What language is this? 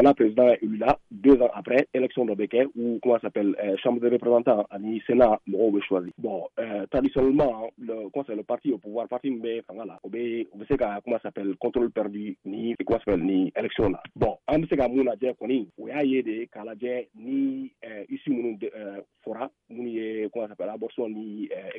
Bambara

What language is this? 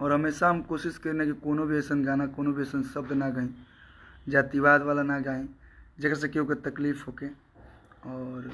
Bhojpuri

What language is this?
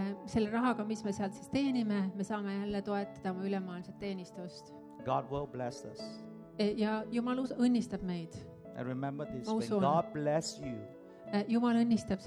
Estonian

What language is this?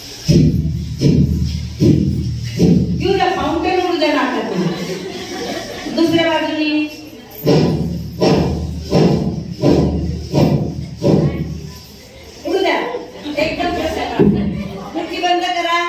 Marathi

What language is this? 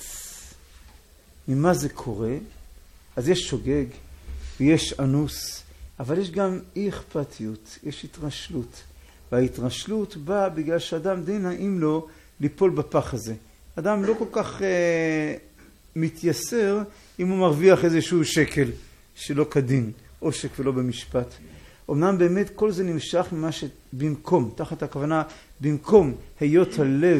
Hebrew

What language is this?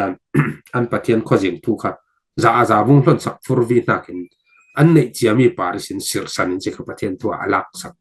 Falam Chin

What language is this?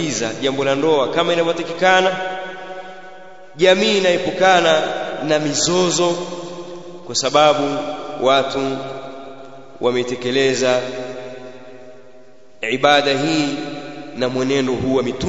Swahili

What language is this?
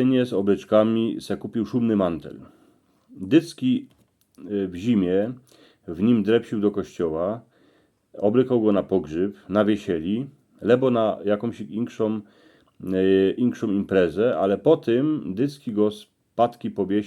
Silesian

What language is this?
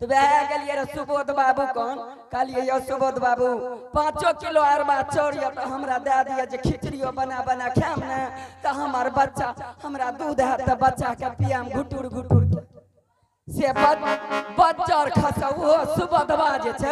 Angika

